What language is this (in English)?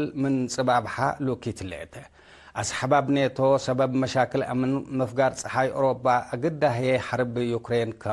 Tigre